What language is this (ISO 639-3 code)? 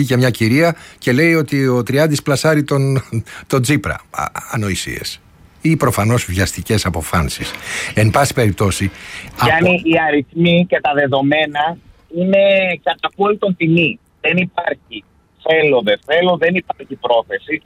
ell